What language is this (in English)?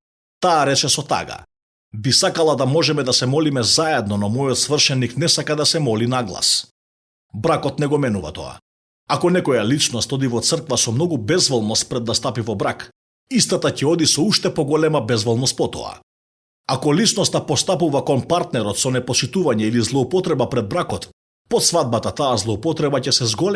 Macedonian